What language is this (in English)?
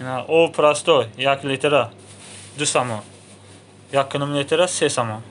Tajik